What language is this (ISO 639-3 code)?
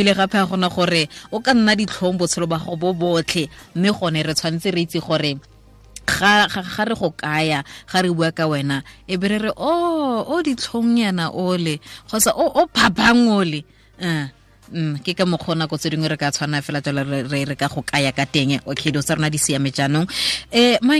tsn